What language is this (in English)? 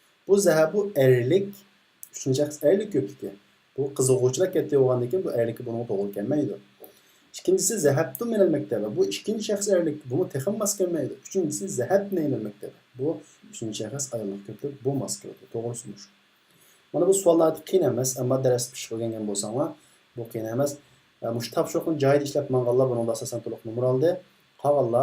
Uyghur